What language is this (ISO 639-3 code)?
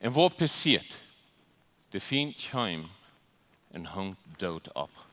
pdt